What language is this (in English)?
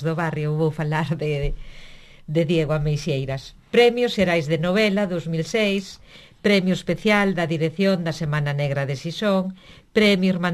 Galician